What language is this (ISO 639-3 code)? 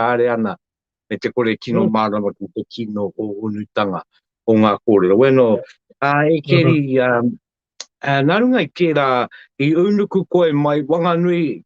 mri